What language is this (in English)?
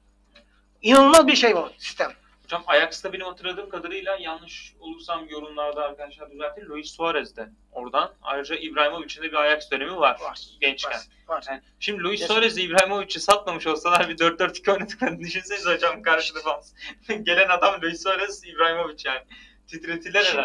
Turkish